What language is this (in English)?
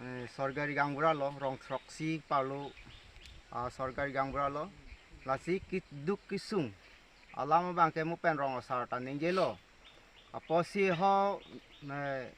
Karbi